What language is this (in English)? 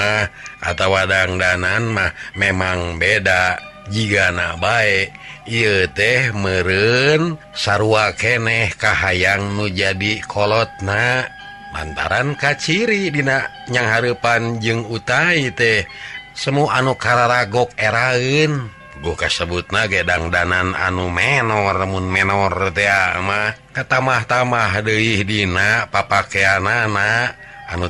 Sundanese